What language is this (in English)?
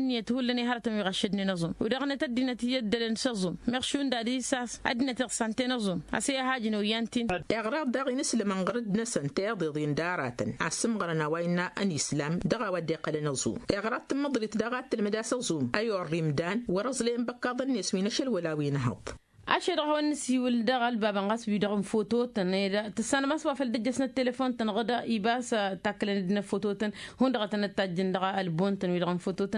Tamasheq